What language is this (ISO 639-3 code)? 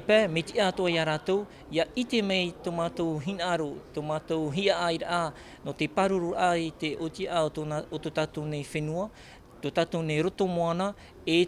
tah